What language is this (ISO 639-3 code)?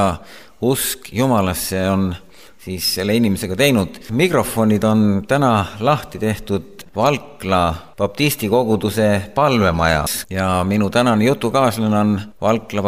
est